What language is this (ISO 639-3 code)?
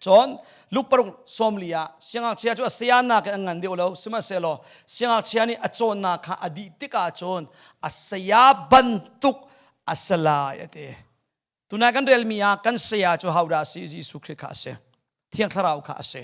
cnh